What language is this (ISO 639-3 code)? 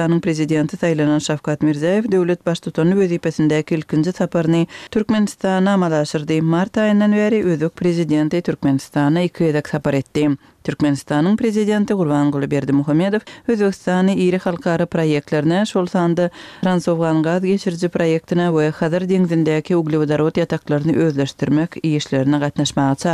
tuk